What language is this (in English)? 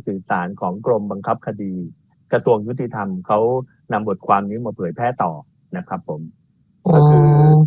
Thai